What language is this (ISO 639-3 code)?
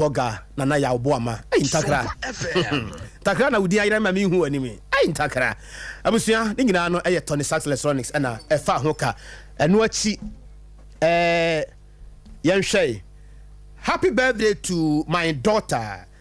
aka